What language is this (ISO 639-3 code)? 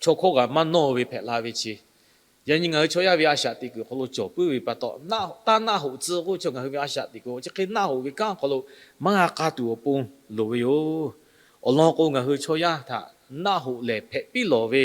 lhu